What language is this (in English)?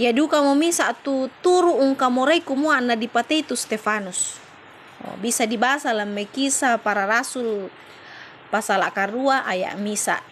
Toraja-Sa'dan